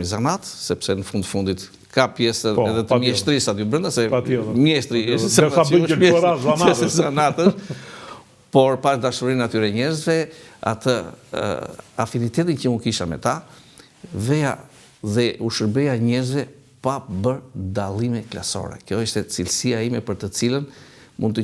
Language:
Albanian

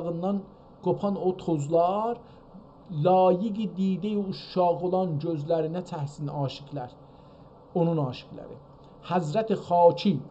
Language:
South Azerbaijani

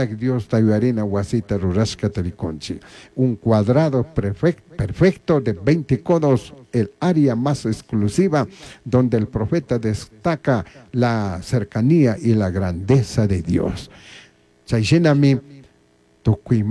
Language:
Chimborazo Highland Quichua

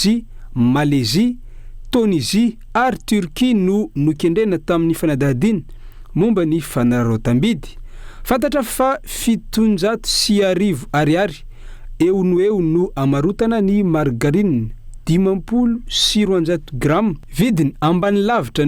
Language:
Malagasy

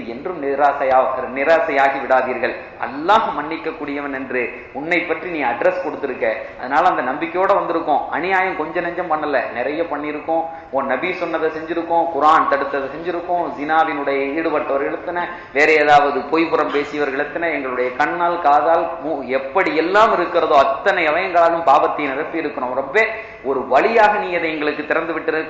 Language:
Tamil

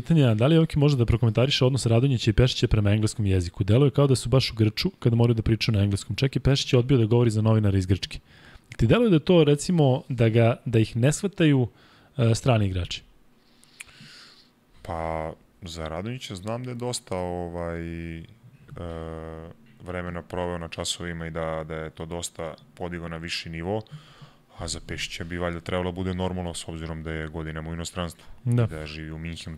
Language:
Serbian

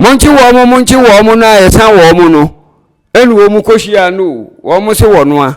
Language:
Akan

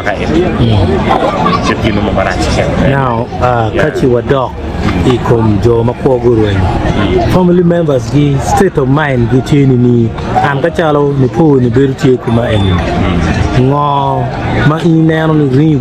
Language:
Acoli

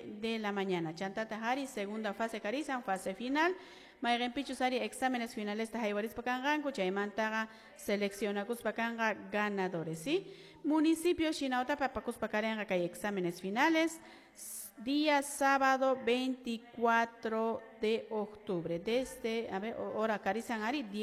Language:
Quechua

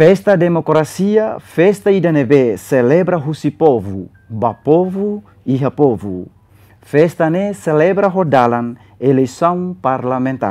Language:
Tetum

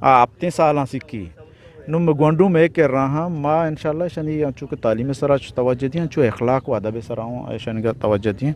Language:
Eastern Balochi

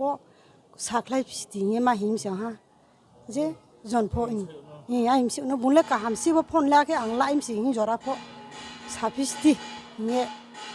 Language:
Riang (India)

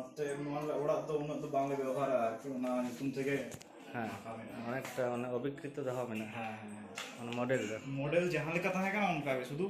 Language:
Santali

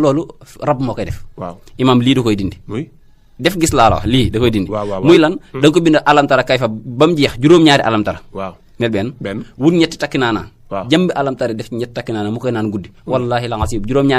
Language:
Wolof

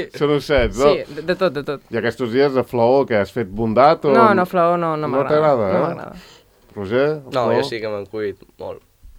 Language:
Catalan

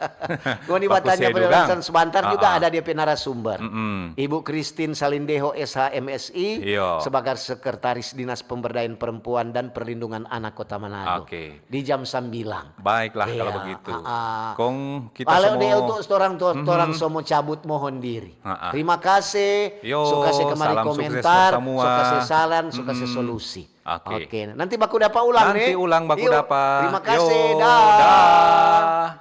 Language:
Manado Malay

